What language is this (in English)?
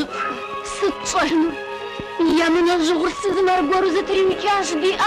Kabardian